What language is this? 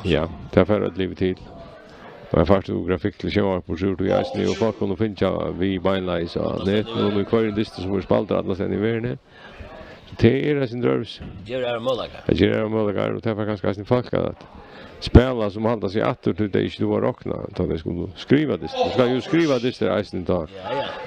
Faroese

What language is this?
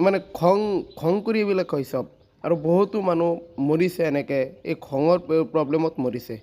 Assamese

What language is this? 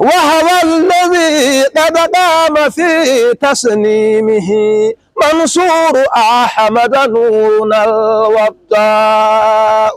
Fula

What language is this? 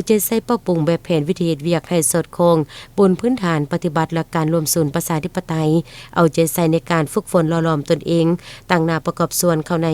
Lao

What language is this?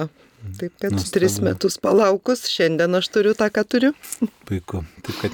Lithuanian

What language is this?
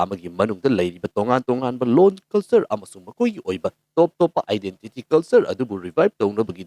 Manipuri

